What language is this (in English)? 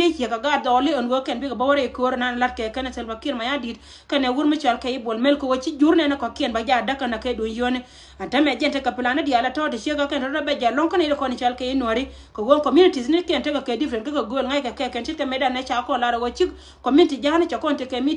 Nuer